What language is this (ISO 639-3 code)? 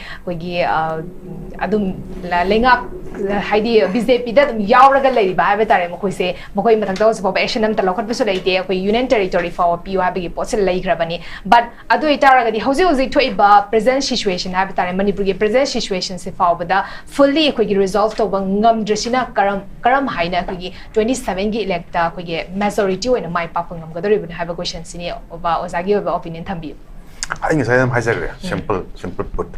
mni